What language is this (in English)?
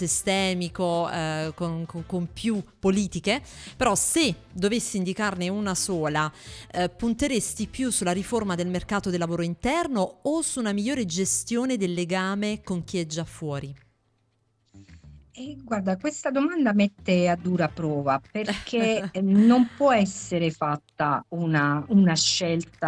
Italian